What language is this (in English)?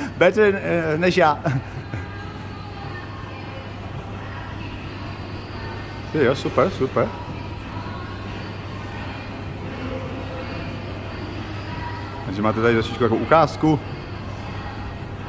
Czech